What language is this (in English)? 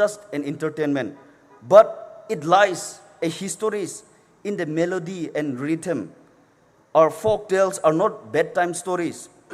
Poumei Naga